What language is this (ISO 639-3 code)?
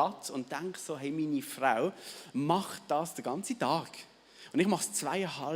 gsw